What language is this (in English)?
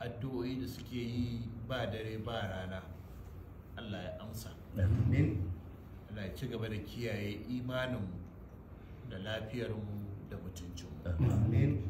Hausa